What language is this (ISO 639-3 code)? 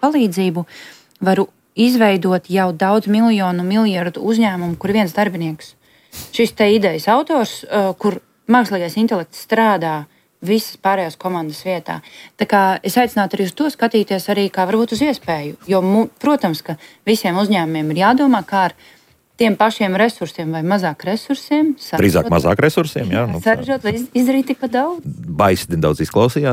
lav